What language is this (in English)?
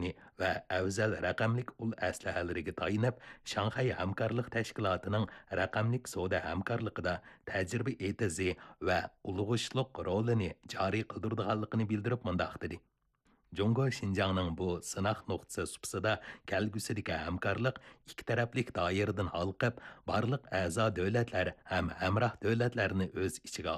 Uyghur